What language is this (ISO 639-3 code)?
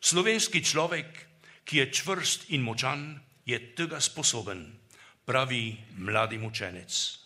slv